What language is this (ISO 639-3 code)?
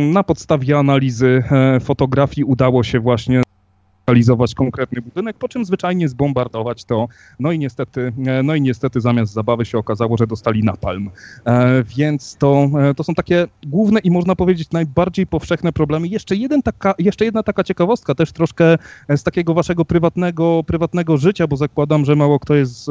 pol